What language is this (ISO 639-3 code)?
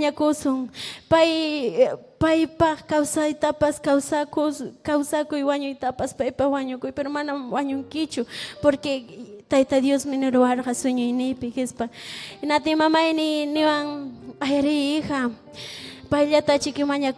quy